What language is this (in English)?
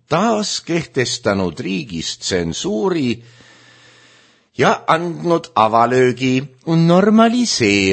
Estonian